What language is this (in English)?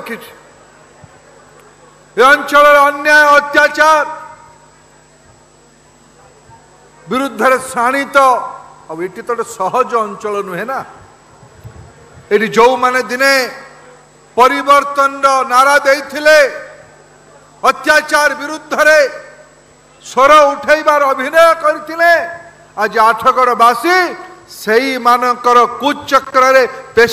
Odia